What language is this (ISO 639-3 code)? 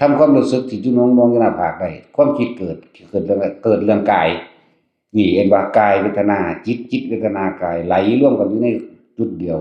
tts